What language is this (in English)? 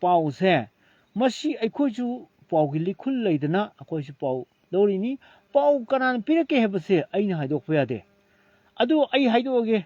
Manipuri